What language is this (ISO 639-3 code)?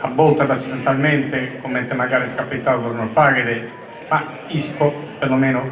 srd